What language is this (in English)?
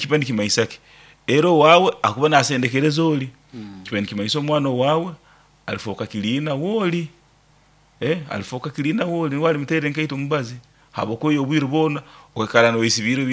Nyoro